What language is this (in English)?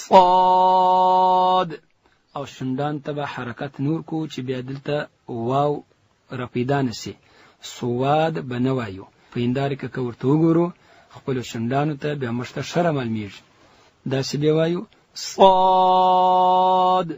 Pashto